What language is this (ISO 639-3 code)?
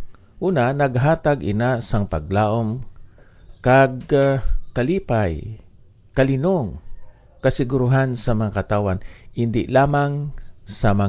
hil